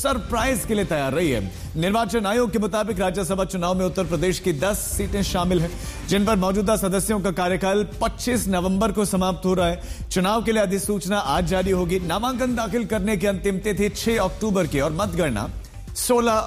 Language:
Hindi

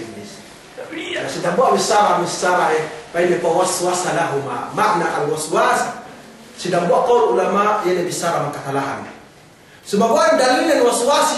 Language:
Yakan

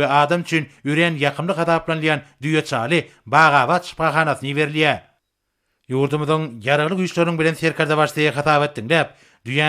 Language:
Turkmen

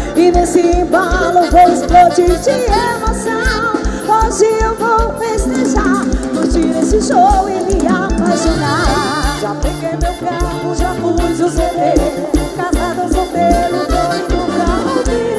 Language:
Portuguese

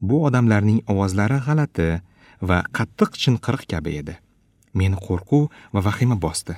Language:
Uzbek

